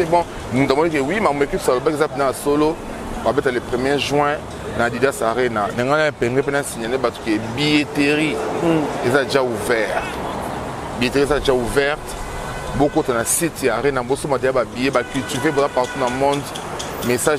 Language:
Lingala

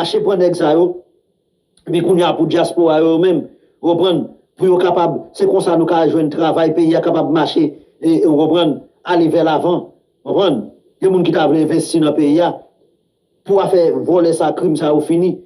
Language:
Haitian Creole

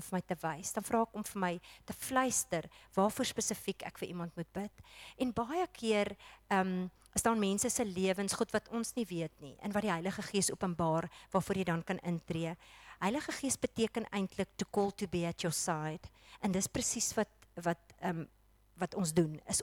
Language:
Afrikaans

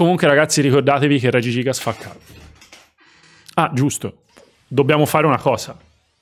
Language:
Italian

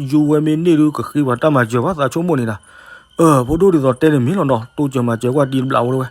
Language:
S'gaw Karen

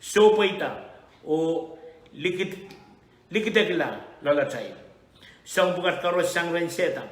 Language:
Pohnpeian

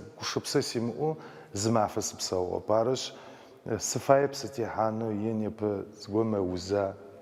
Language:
Adyghe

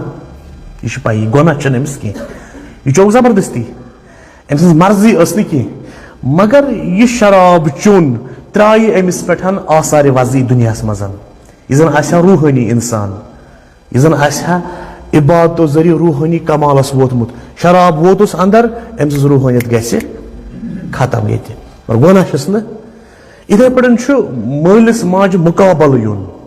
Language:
Kashmiri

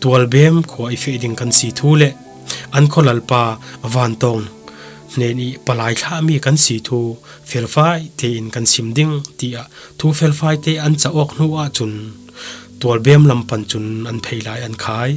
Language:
Falam Chin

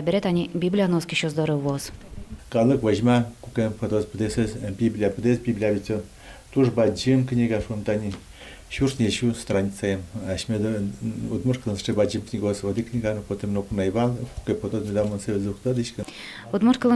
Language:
Udmurt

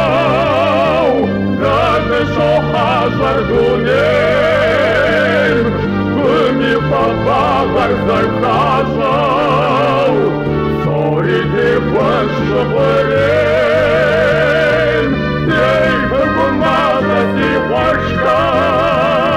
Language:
Kabardian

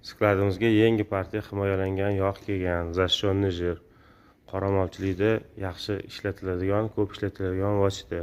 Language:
Uzbek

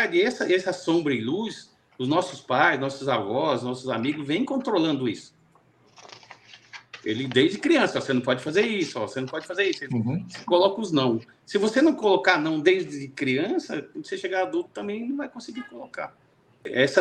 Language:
Portuguese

